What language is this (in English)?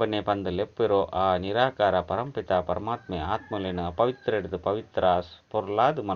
Tulu